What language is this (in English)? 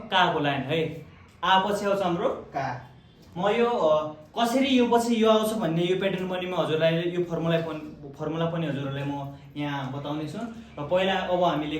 Nepali